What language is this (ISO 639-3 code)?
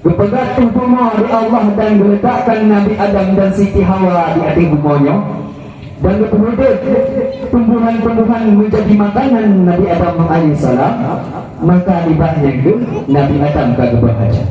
ace